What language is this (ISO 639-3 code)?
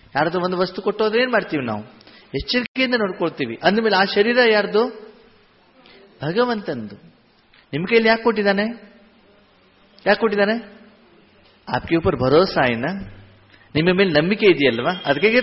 kan